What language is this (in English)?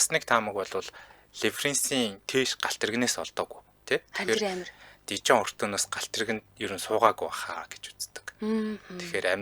Mongolian